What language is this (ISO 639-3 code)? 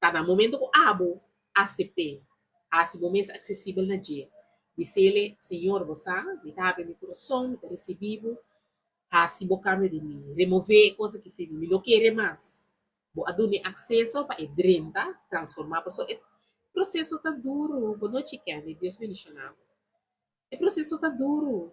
pap